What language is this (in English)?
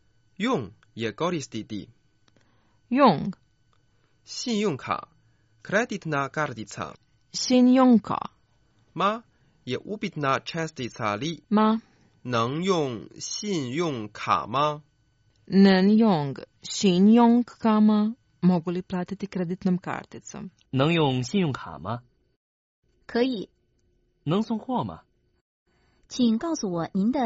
Croatian